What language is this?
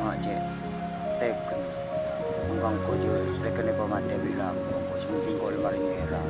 Madurese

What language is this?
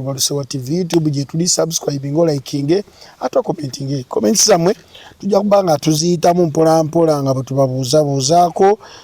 Ganda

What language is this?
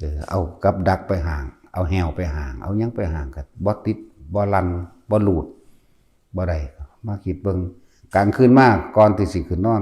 Northeastern Thai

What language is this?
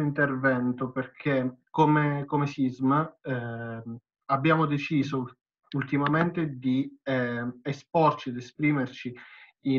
Italian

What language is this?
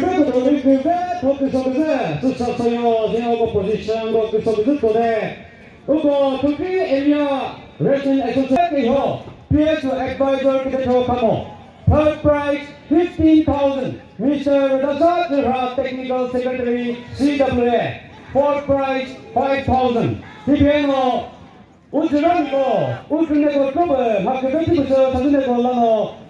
Chokri Naga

